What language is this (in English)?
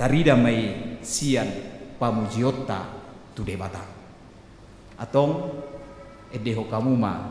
Batak Toba